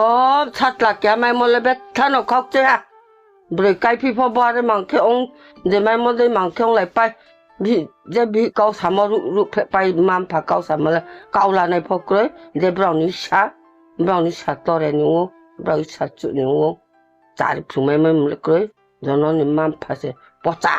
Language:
Riang (India)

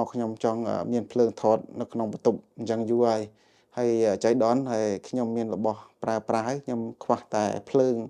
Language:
Khmer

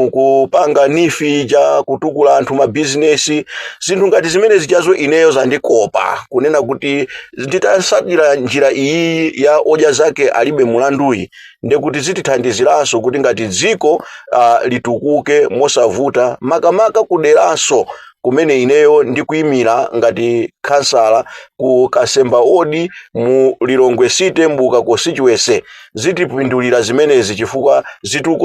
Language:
Nyanja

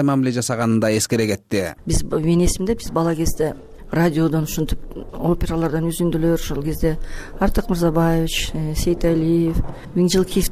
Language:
Kyrgyz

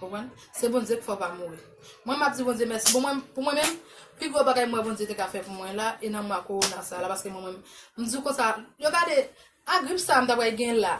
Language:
Haitian Creole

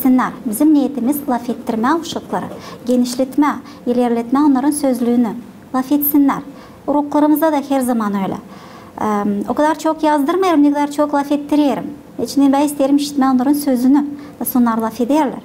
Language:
Gagauz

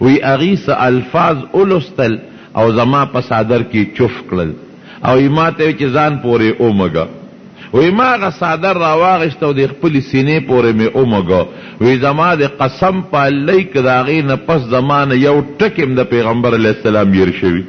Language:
Pashto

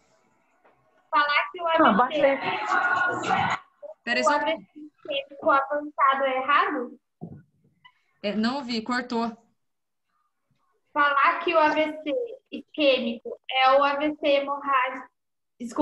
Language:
Portuguese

